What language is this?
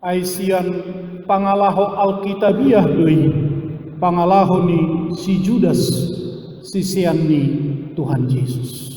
Batak Toba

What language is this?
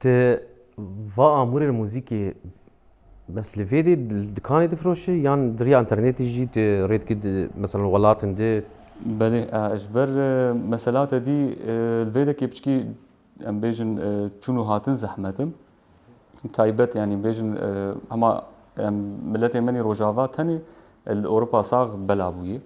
Kurdish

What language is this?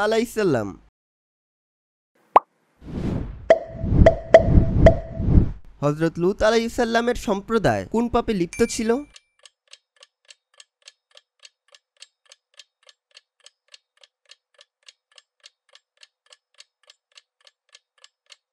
Bangla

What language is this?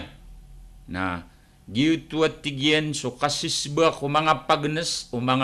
Maranao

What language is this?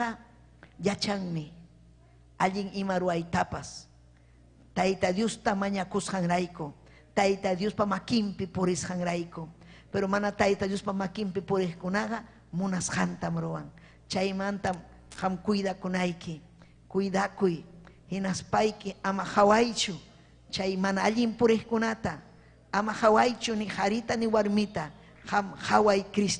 Ayacucho Quechua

